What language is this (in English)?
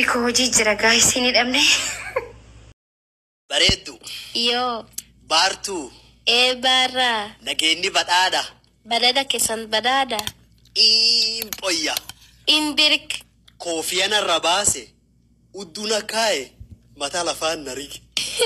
Oromo